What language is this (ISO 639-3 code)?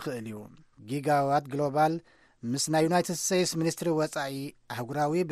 tir